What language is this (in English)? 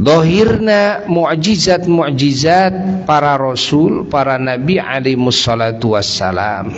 Sundanese